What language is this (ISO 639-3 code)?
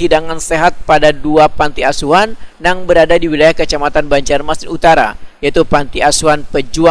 bjn